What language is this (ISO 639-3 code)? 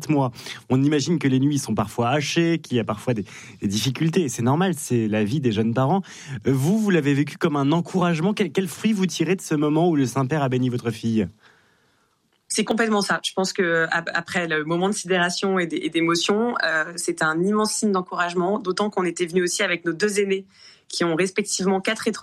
fra